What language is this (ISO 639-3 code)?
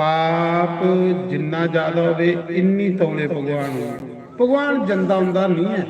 doi